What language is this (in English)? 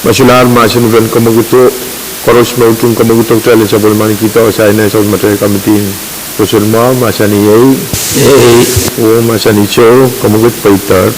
Pohnpeian